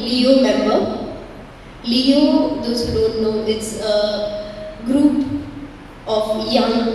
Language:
Tulu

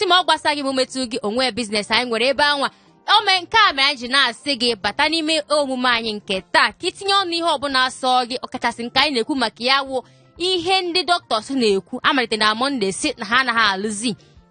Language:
Igbo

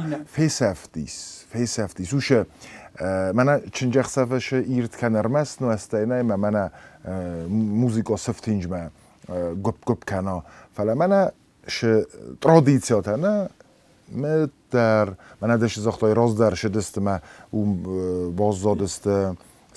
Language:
Ossetic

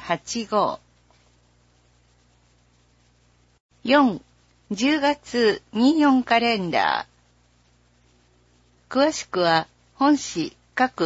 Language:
Japanese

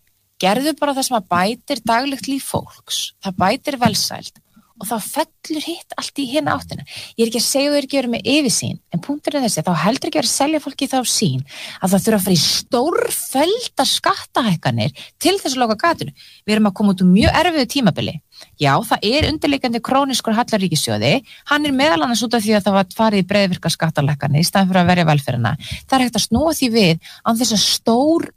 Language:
Icelandic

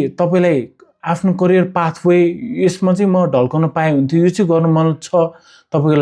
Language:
Nepali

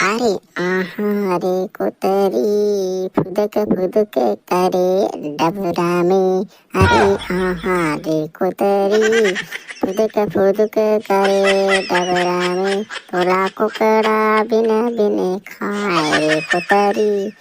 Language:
Chhattisgarhi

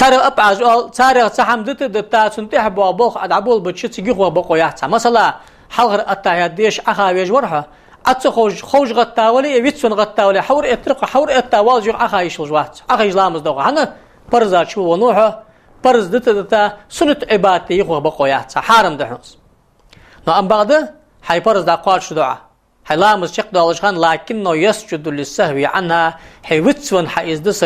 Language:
Ingush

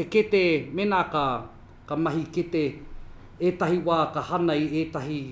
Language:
Māori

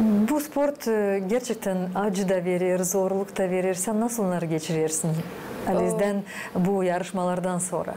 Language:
Gagauz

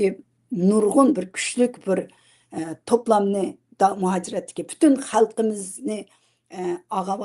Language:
Uyghur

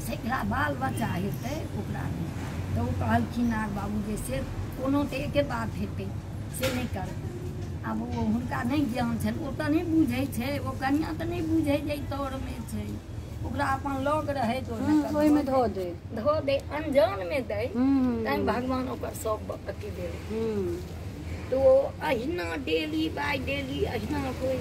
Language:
Maithili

